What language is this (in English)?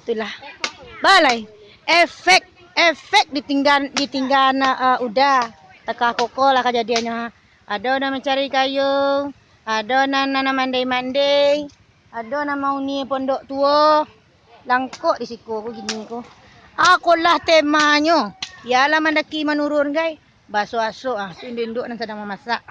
Minangkabau